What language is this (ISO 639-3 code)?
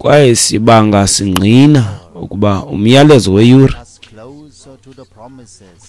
xho